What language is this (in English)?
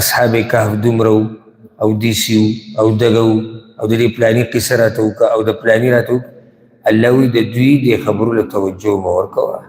Pashto